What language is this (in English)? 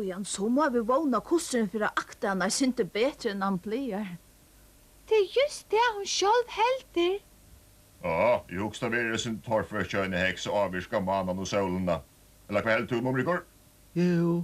Faroese